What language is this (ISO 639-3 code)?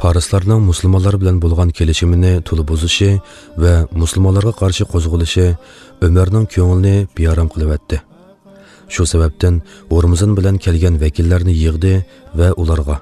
uig